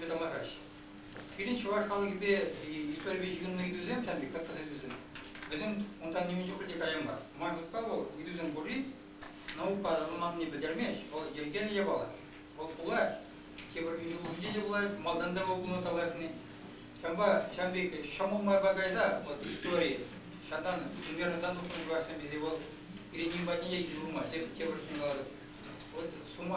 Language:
Chuvash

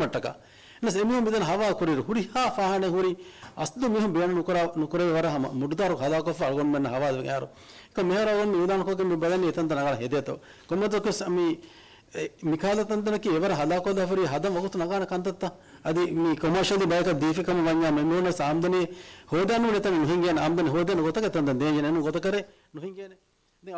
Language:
Divehi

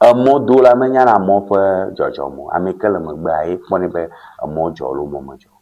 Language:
Ewe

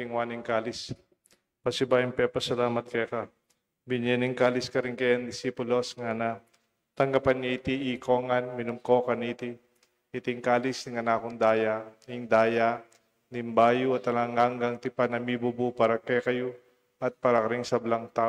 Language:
Pampanga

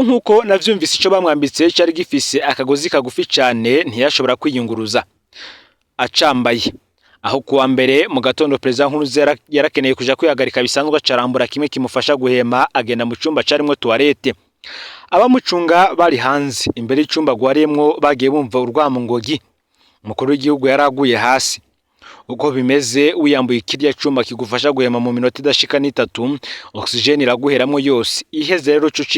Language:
Rundi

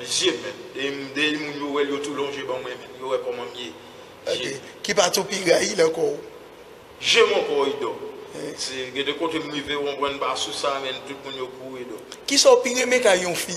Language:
Haitian Creole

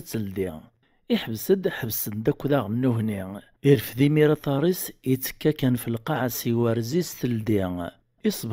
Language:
Kabyle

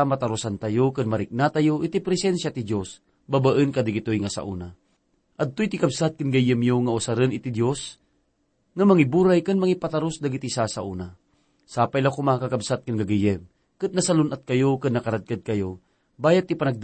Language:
Iloko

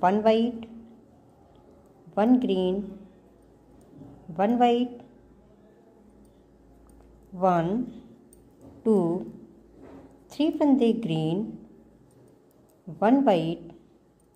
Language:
Hindi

